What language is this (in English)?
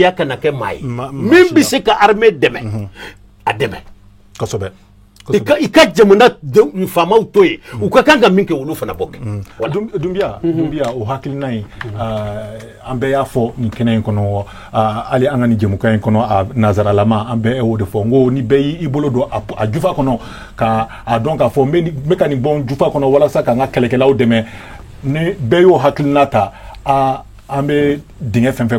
Bambara